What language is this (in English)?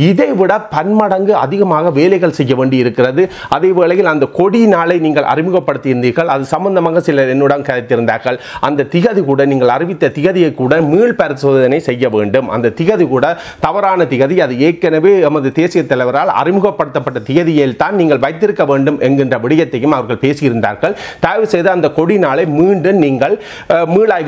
Tamil